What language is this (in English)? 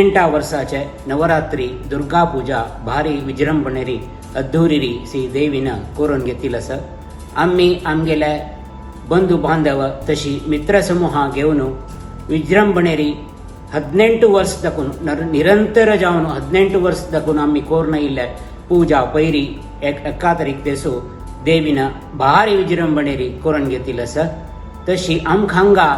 Konkani